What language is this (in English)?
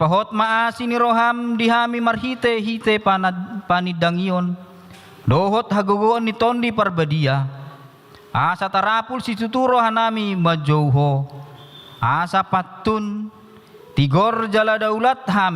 Batak Toba